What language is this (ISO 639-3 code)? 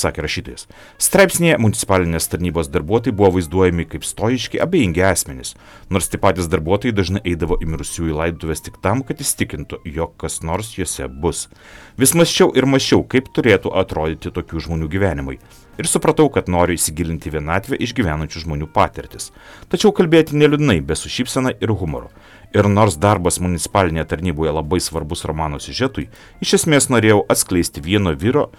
lit